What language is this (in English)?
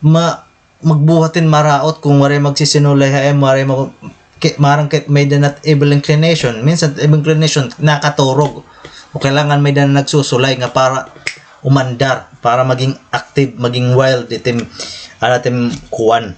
Waray